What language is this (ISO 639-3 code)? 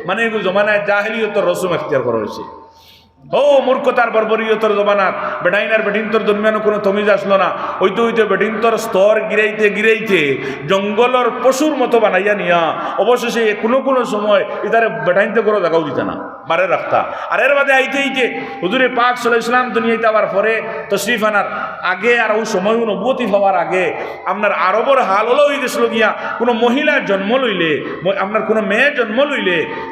syl